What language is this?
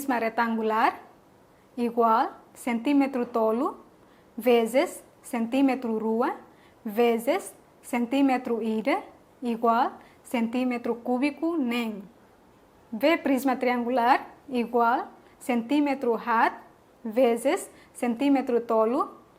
Tetum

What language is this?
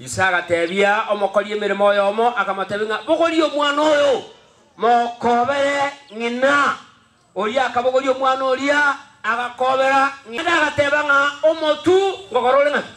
Gusii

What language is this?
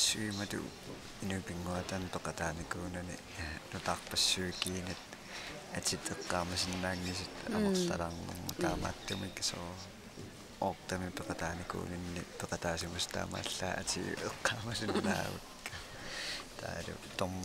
Kalaallisut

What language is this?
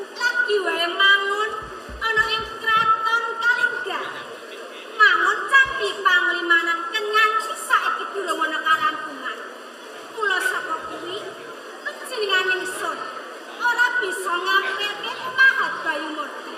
Javanese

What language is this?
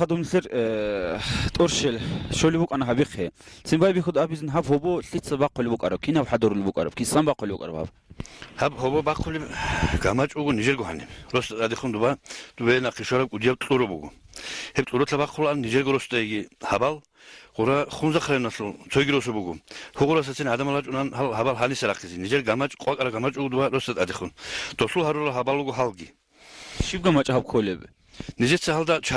Avaric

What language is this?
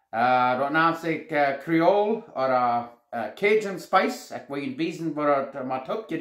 Plautdietsch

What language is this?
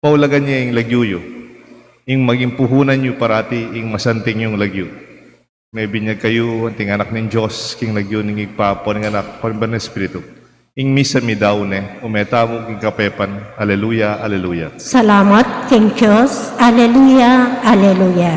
Pampanga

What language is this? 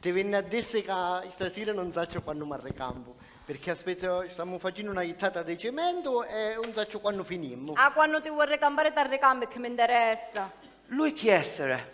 Sicilian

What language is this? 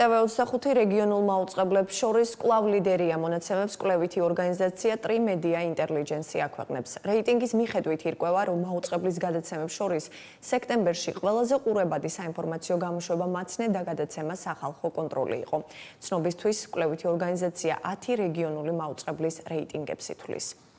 Georgian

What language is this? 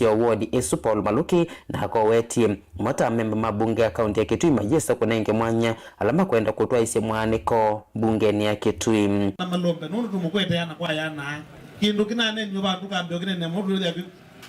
Kamba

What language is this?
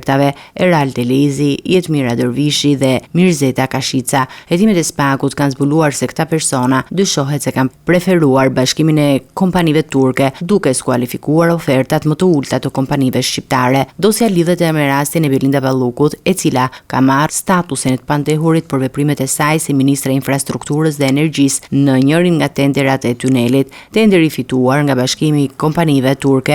Albanian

